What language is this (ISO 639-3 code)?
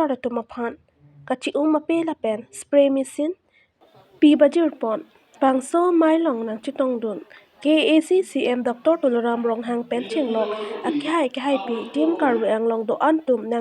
mjw